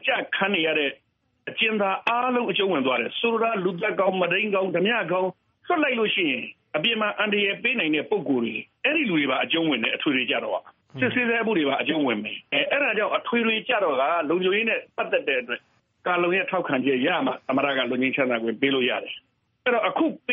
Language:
Burmese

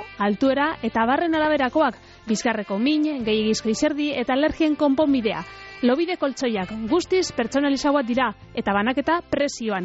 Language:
Basque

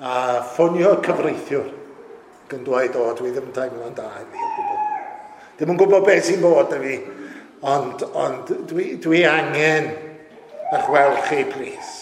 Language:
Welsh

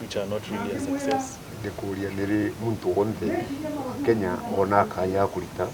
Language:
Meru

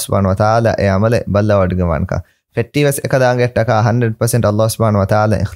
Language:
Divehi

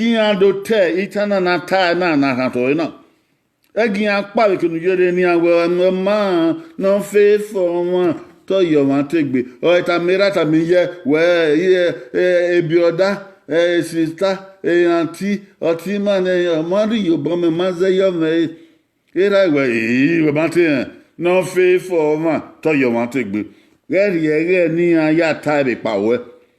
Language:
Bini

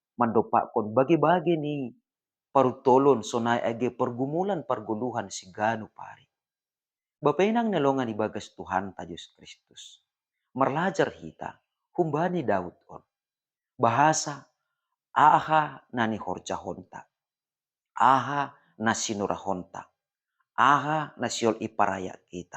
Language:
Batak Simalungun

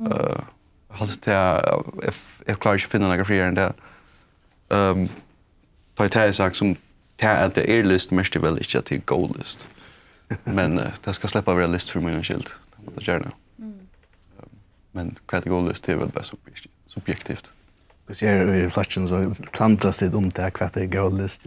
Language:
Faroese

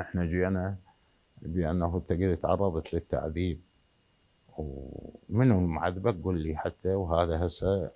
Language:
Mesopotamian Arabic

